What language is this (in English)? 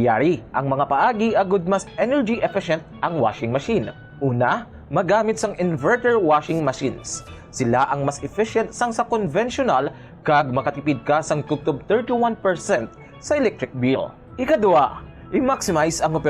Hiligaynon